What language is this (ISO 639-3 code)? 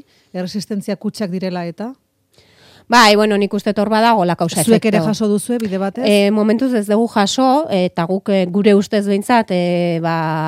eus